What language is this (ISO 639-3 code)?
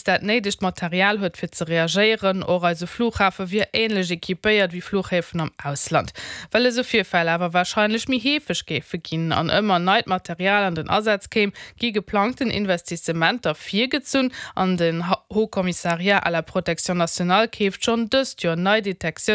ltz